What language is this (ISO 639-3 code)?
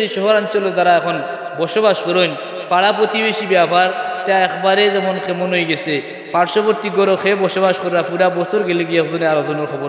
syl